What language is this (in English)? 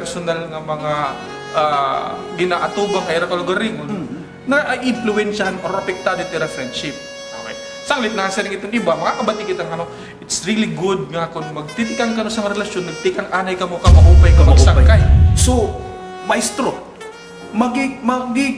Waray